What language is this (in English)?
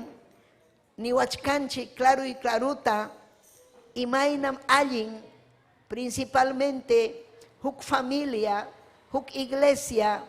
Ayacucho Quechua